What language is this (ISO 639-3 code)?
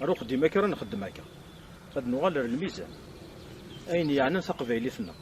kab